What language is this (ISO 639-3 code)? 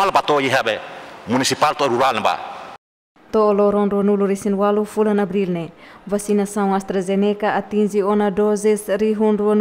tet